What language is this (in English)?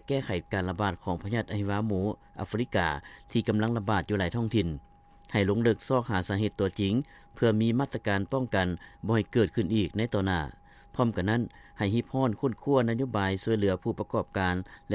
Lao